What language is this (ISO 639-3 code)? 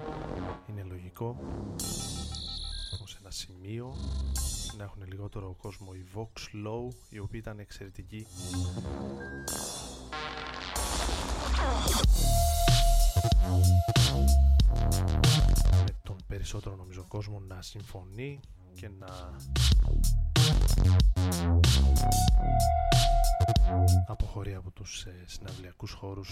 ell